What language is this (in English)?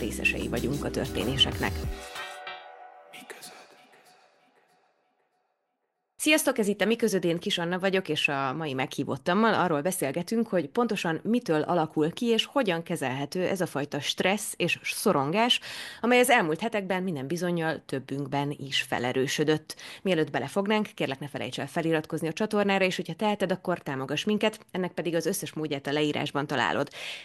Hungarian